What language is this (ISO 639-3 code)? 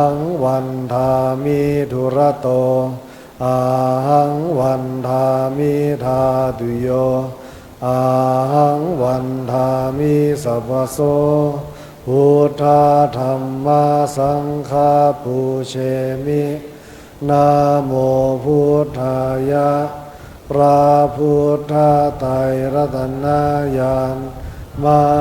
pli